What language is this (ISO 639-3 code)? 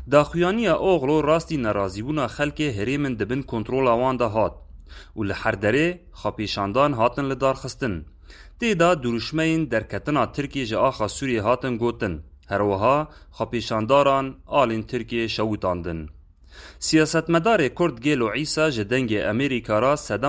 kur